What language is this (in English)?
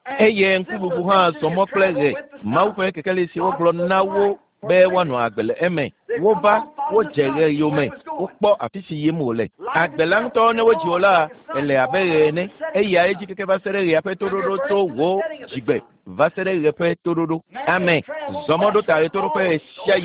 Ewe